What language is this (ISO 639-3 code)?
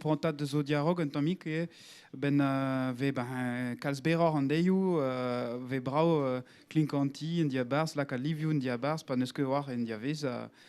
bre